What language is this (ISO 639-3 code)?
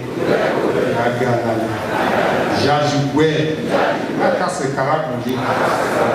bin